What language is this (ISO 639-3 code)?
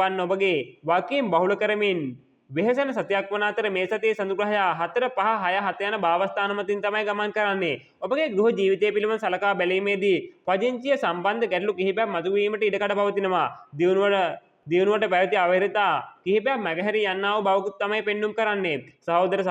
sin